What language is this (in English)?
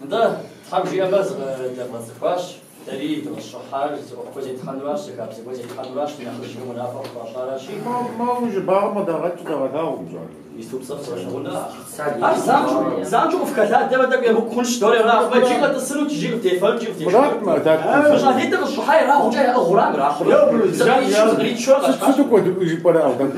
Kabardian